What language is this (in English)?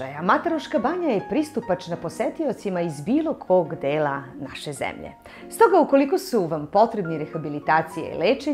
Serbian